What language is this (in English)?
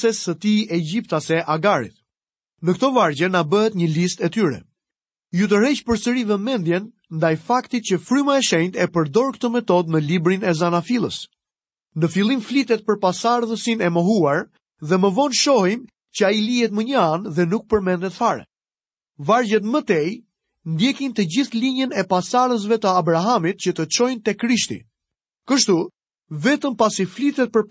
Albanian